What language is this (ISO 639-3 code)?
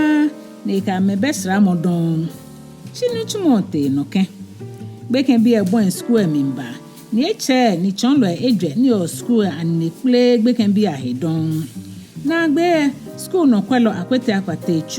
gaa